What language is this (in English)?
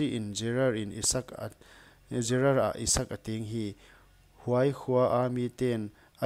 Paite Chin